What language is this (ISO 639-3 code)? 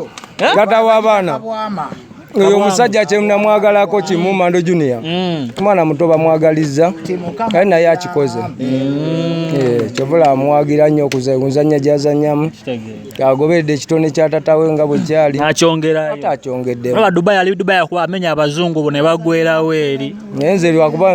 lug